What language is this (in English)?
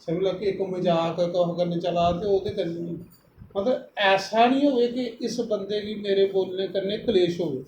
Dogri